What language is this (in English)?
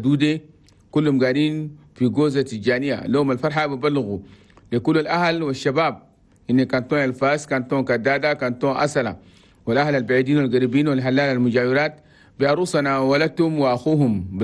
Chadian Arabic